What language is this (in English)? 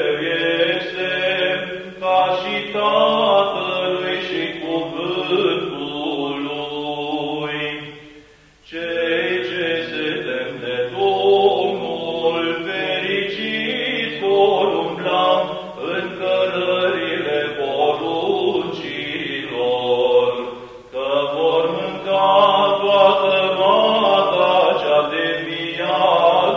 Romanian